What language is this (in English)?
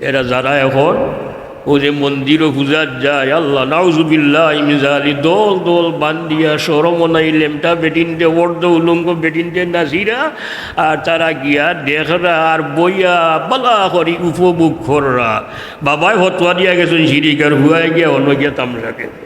Sylheti